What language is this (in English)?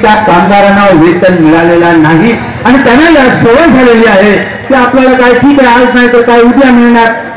Marathi